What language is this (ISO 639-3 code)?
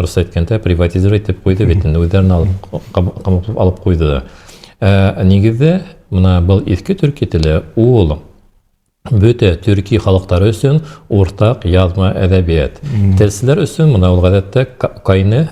bak